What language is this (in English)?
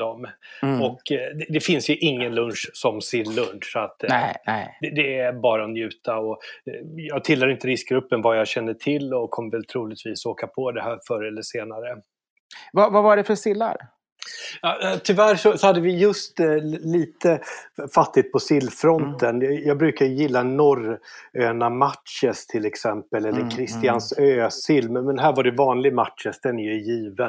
Swedish